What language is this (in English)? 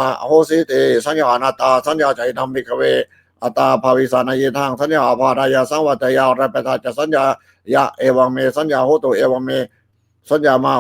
Pali